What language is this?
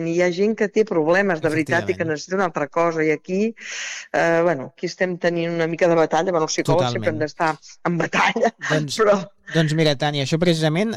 Catalan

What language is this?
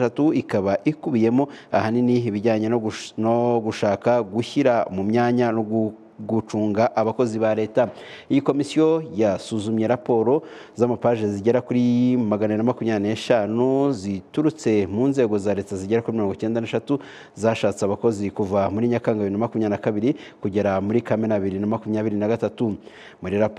Kinyarwanda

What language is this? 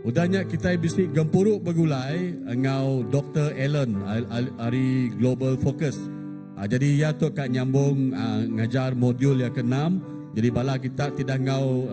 Iban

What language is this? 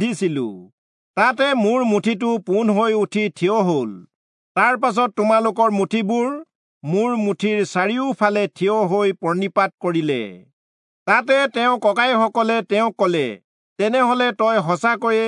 Assamese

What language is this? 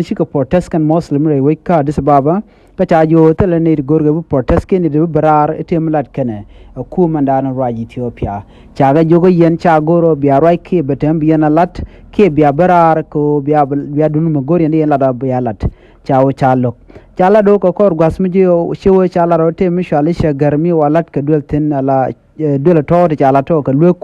Nuer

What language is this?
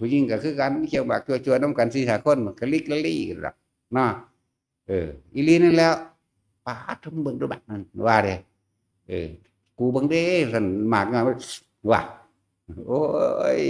Northeastern Thai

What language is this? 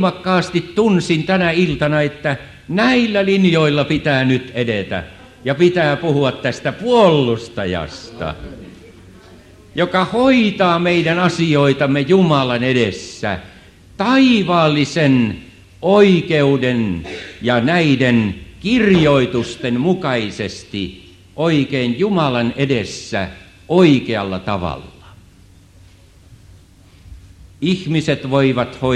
Finnish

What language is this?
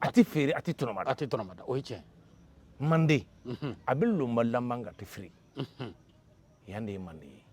Bambara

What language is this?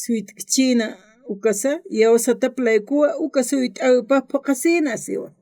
Aymara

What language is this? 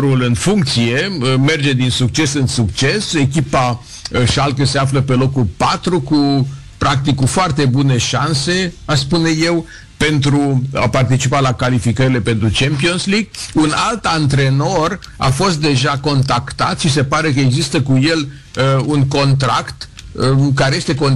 Romanian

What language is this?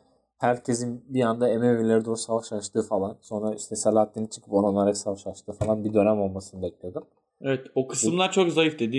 Turkish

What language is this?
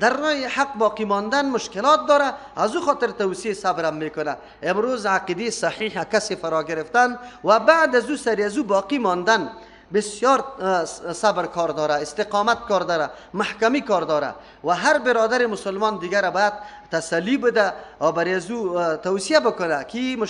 Persian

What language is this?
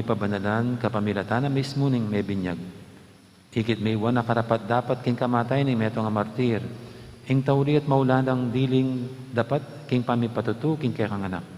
Pampanga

